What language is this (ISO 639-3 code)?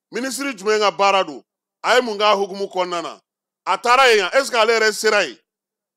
bam